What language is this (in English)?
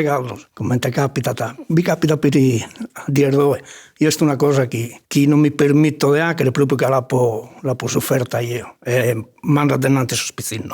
Sardinian